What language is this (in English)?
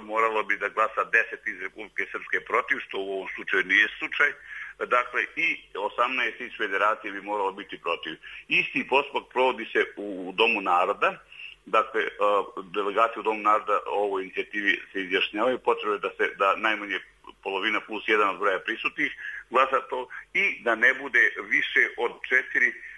Bosnian